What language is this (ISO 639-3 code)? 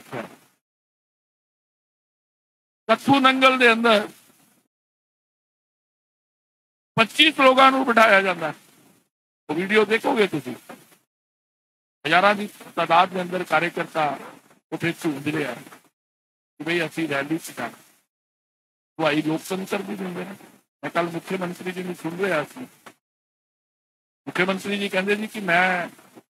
pan